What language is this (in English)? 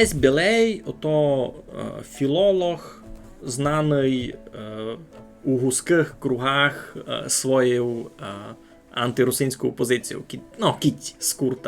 Rusyn